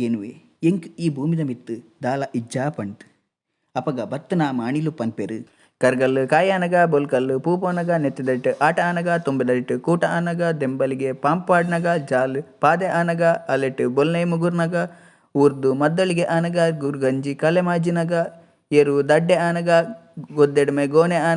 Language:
Tulu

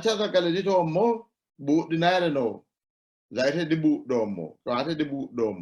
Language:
Sidamo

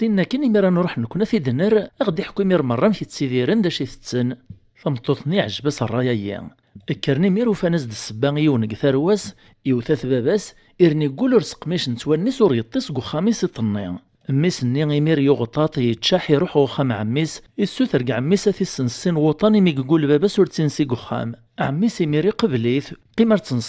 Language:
Kabyle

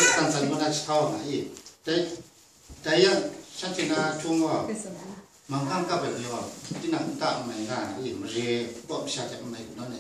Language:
Kachin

